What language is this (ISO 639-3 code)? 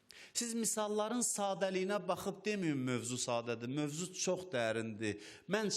aze